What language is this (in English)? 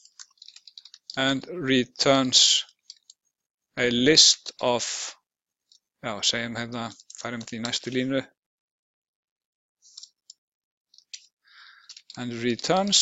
Icelandic